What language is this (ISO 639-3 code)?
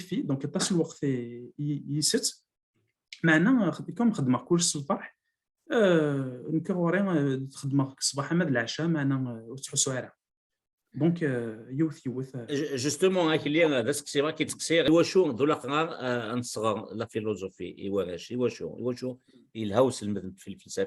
kab